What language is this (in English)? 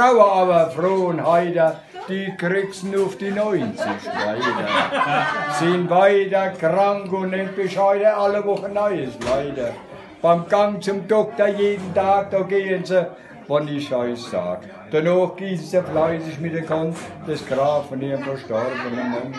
Palatine German